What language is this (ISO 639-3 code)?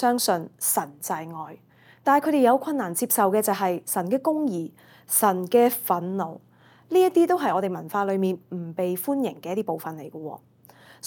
yue